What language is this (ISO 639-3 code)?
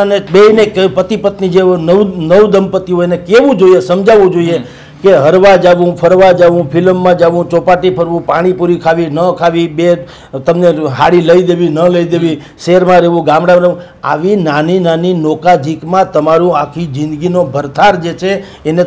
guj